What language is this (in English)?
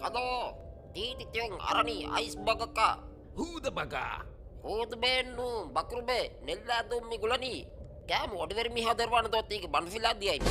Divehi